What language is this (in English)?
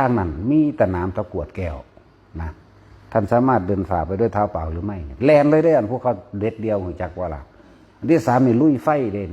Northeastern Thai